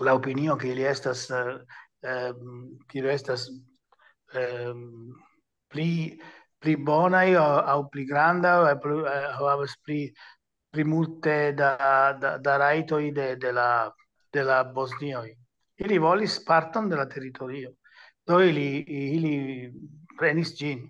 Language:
Esperanto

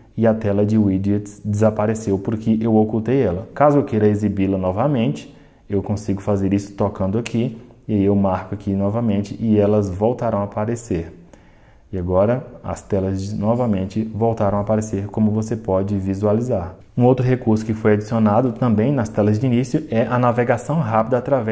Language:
Portuguese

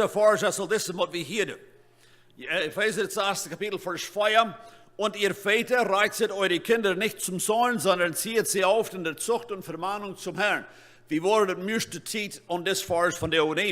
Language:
Plautdietsch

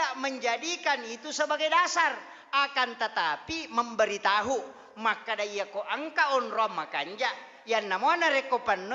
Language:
Buginese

